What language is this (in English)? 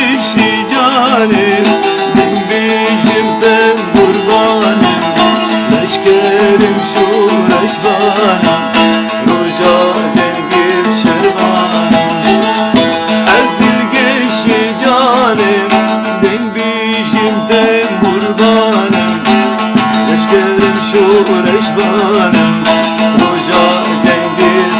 Kurdish